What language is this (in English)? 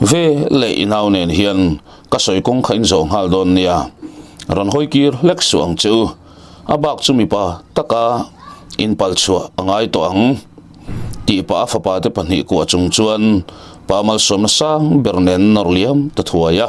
Mizo